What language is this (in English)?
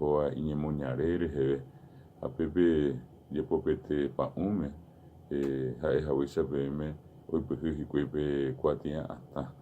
Guarani